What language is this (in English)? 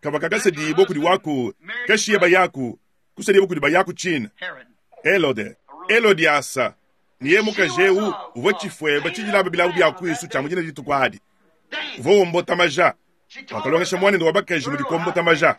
Luba-Lulua